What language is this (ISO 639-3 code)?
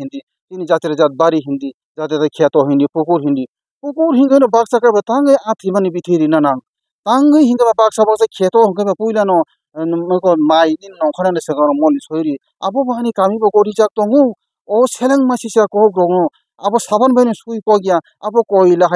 trp